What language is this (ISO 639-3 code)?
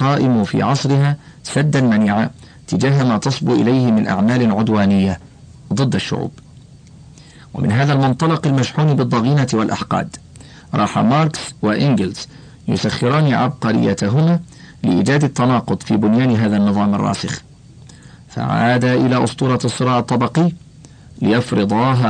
ara